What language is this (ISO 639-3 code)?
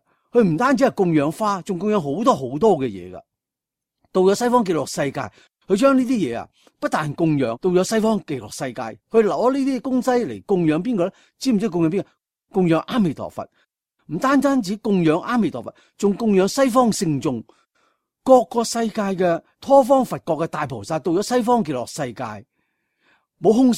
yue